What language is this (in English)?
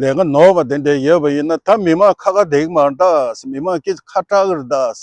Tibetan